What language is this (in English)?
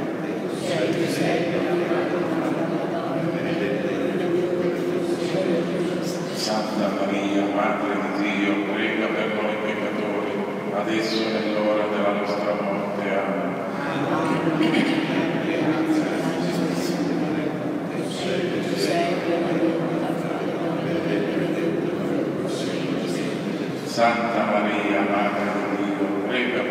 Italian